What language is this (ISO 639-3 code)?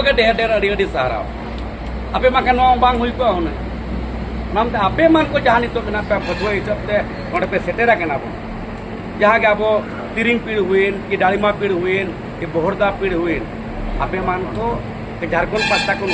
sat